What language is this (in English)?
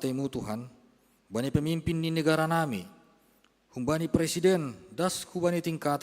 Batak Simalungun